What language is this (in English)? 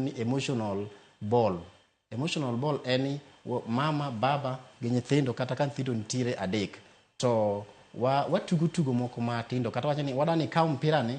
Luo (Kenya and Tanzania)